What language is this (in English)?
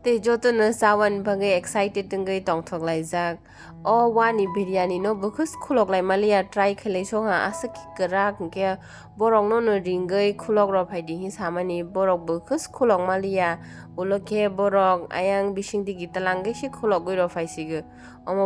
Kok Borok